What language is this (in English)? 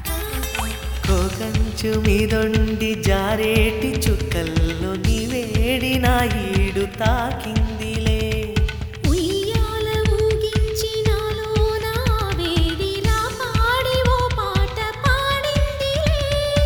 Telugu